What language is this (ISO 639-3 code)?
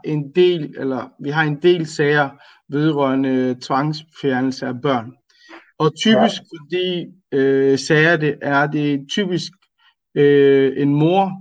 dan